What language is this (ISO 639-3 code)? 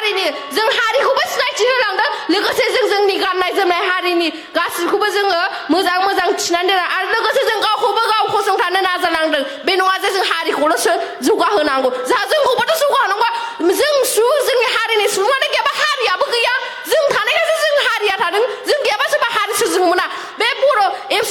brx